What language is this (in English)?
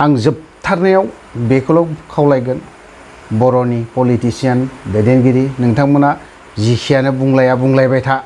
Bodo